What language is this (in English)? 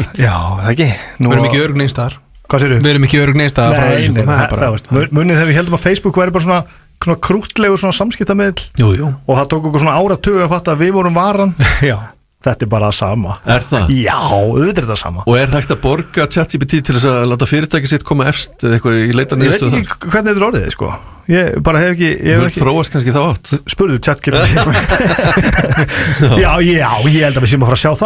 Icelandic